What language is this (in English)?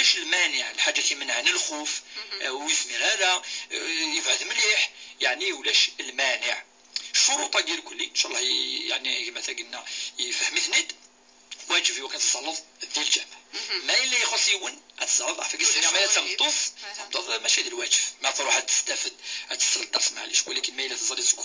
Moroccan Arabic